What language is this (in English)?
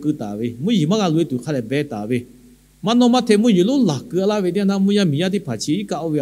Lahu